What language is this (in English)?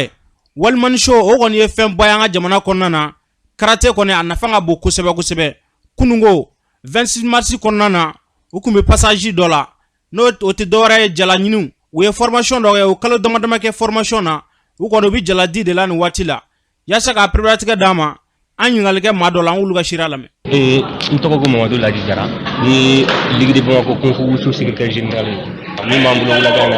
Bambara